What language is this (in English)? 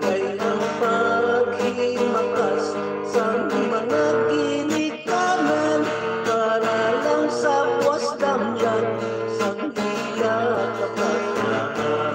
Hiligaynon